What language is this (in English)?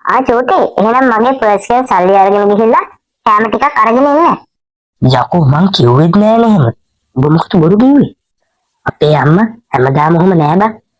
Sinhala